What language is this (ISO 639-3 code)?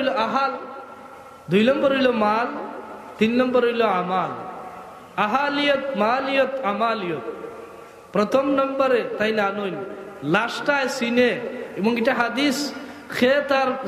syl